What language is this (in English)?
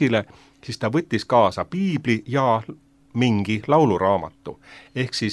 Estonian